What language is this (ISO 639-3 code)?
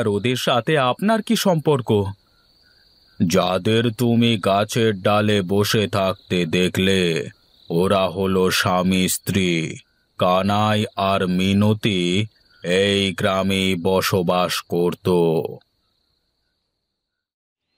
ben